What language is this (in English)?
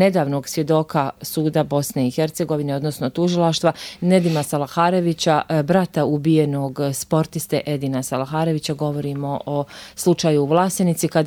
Bosnian